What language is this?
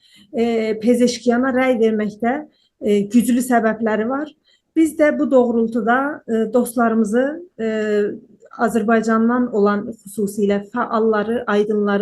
South Azerbaijani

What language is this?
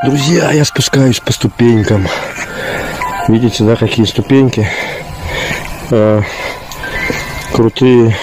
Russian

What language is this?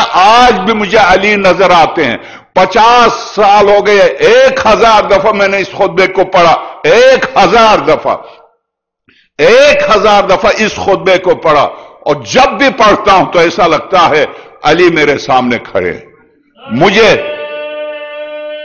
Urdu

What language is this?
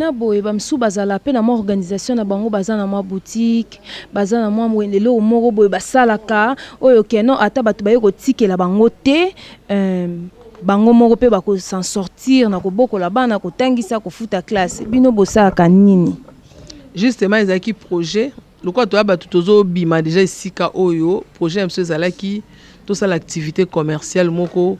Lingala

